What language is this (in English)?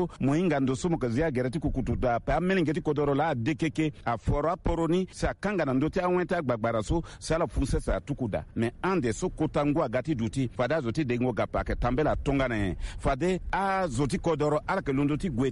Sango